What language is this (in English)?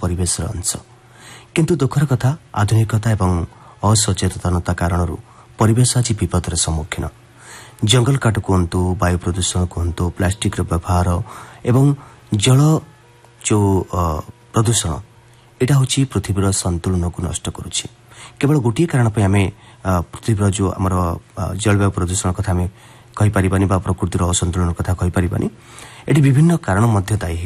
Odia